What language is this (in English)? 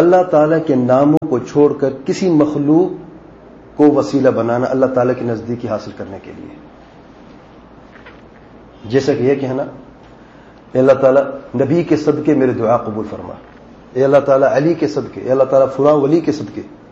Urdu